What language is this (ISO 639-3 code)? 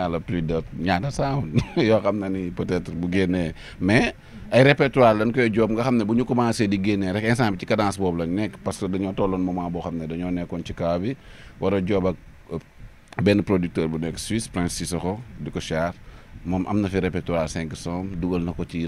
wol